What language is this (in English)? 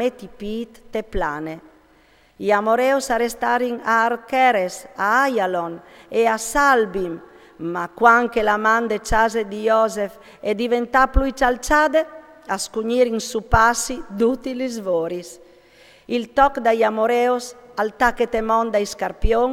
Friulian